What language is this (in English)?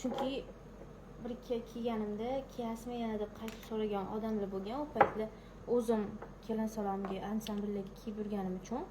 Uzbek